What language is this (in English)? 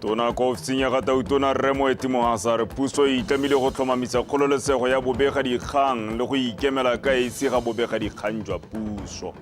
Tswana